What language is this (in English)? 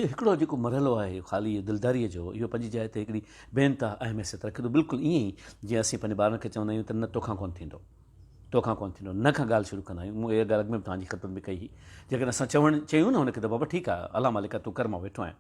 Sindhi